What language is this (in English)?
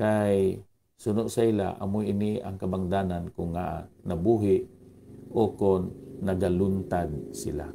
Hiligaynon